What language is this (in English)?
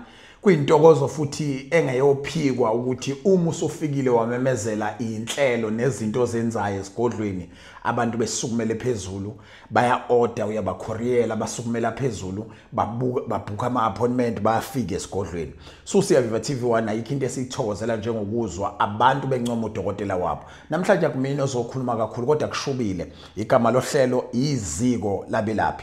Zulu